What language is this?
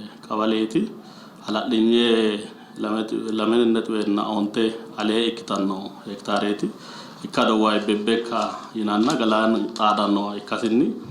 Sidamo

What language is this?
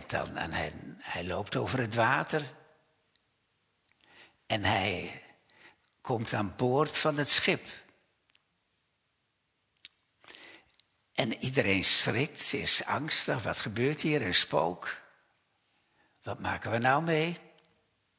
Dutch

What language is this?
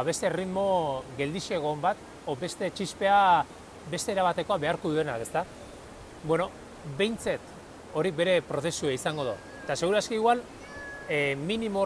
Basque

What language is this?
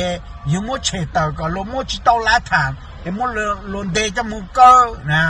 Hmong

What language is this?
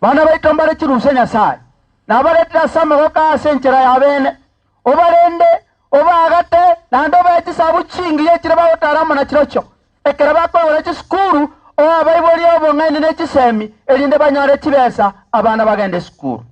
Gusii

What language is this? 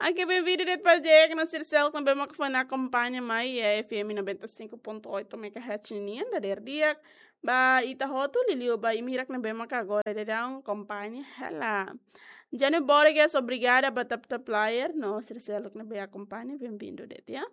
Tetum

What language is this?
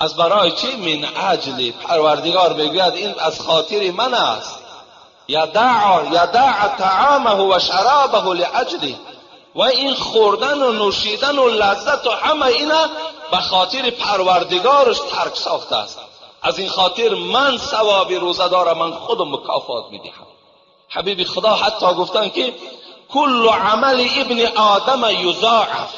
Tajik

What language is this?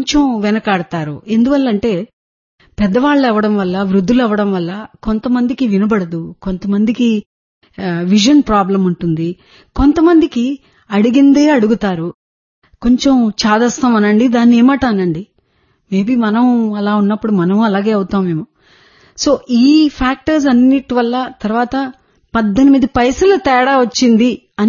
Telugu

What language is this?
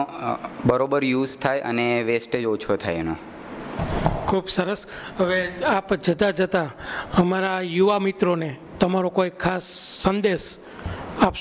Gujarati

